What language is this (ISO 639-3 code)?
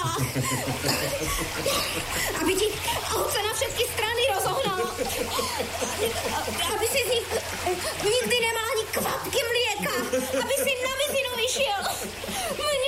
slk